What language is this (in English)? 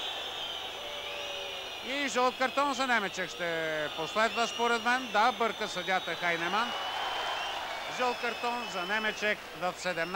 Bulgarian